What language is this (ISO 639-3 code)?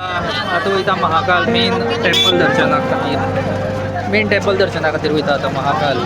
kok